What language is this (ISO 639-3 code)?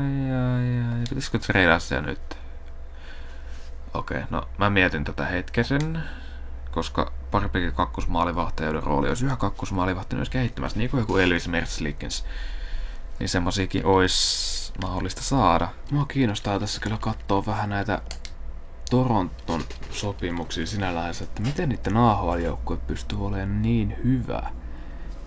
fin